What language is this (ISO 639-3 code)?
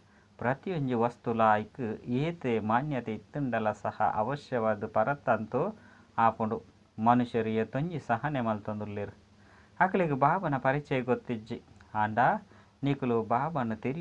tcy